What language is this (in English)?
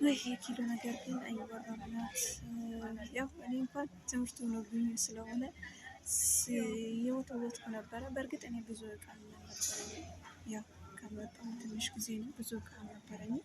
Amharic